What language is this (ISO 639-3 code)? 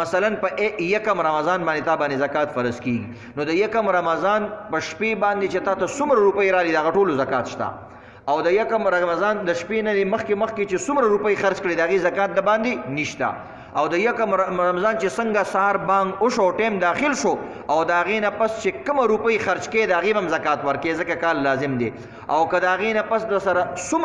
pus